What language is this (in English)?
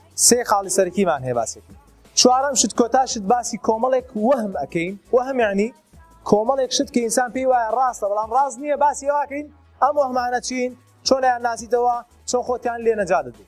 Central Kurdish